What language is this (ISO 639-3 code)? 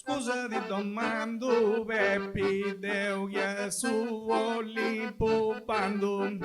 srd